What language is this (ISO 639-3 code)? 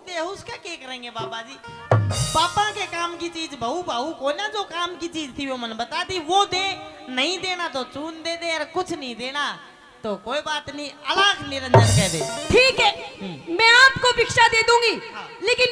bgc